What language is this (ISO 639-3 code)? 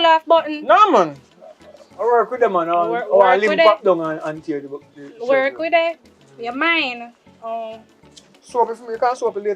jam